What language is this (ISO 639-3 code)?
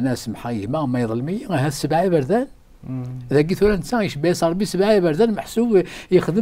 kab